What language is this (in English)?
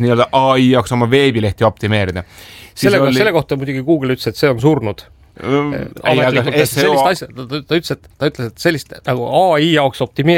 Estonian